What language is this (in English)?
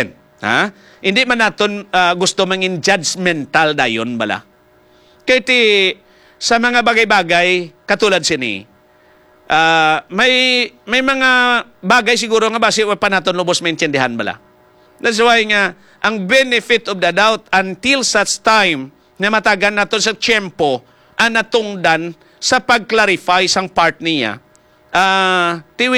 Hiligaynon